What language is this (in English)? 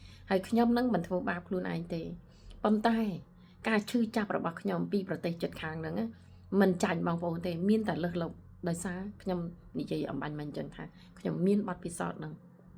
Khmer